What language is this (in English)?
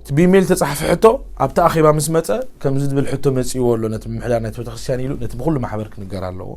Tigrinya